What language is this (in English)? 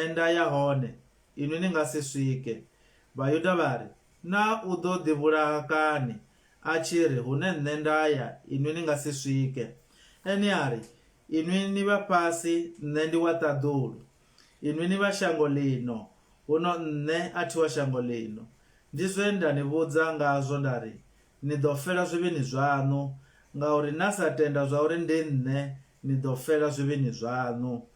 Venda